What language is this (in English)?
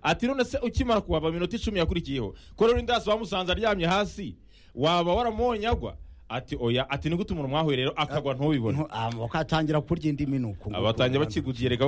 Kinyarwanda